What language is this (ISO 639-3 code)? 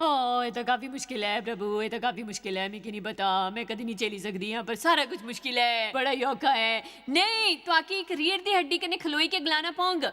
doi